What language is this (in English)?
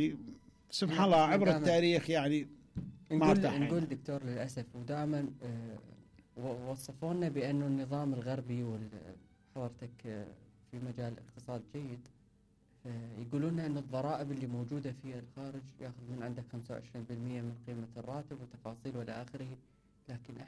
Mesopotamian Arabic